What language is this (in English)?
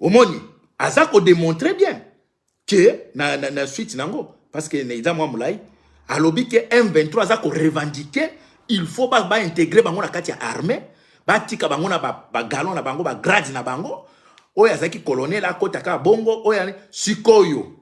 Lingala